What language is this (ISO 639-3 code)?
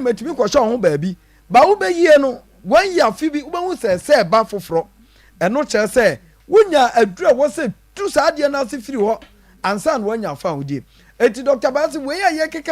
aka